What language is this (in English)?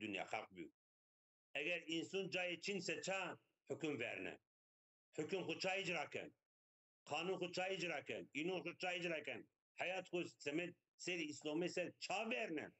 Zaza